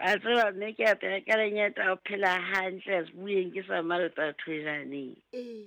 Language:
Southern Sotho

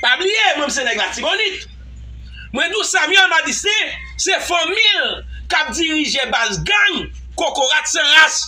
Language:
Haitian Creole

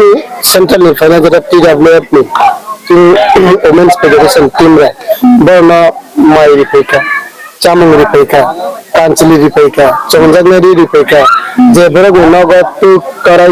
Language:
Kok Borok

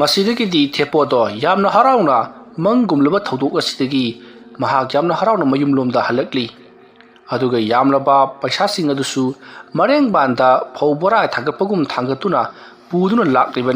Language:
Manipuri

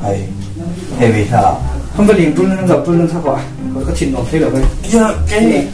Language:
Falam Chin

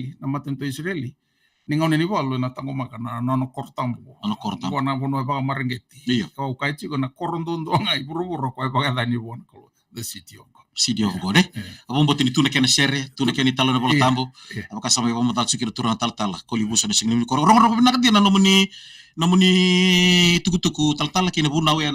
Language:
Fijian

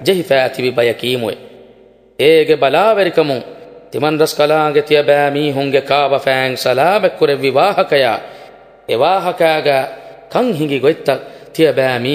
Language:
Divehi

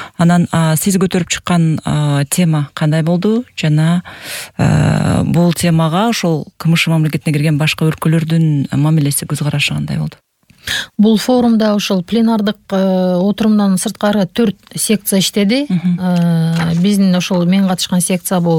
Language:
Kyrgyz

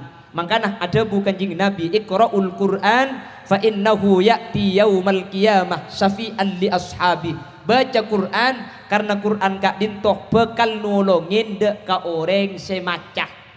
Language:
Madurese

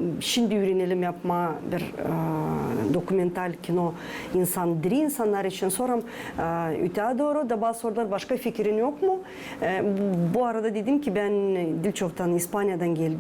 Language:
Gagauz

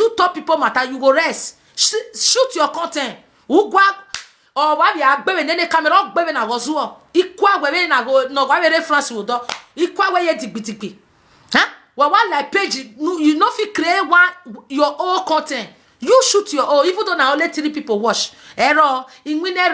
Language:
Nigerian Pidgin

